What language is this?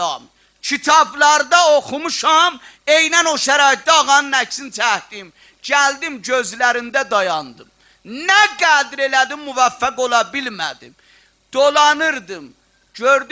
South Azerbaijani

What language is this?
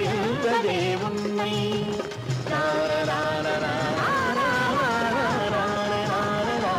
Tamil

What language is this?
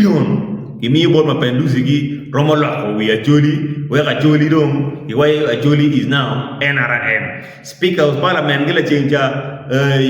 Acoli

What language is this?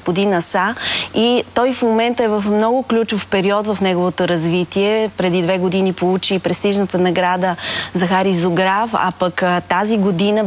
Bulgarian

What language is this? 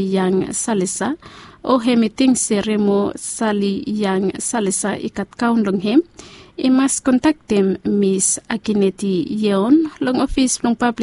Bislama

